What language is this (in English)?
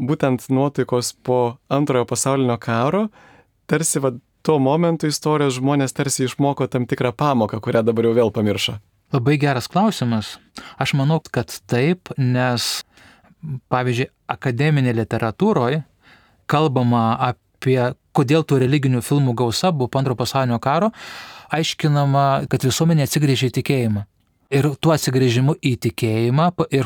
Lithuanian